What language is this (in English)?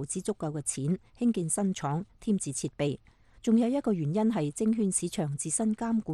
Cantonese